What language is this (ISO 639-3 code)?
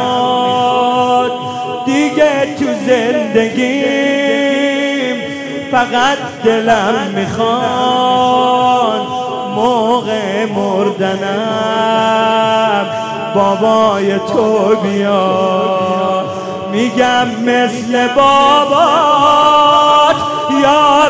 fas